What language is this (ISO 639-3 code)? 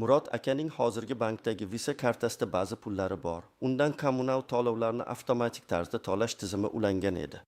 uzb